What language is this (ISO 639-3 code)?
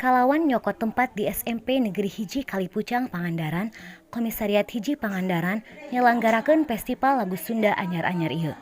sun